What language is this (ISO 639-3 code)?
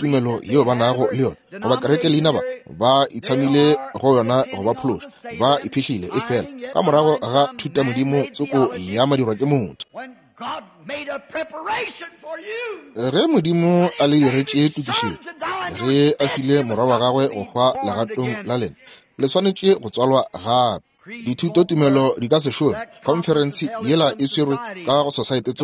nso